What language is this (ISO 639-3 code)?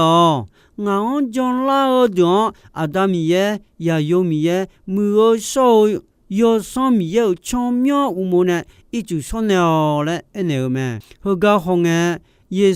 ahk